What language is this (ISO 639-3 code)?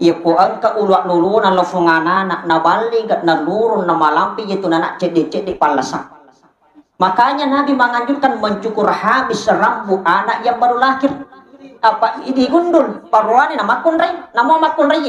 bug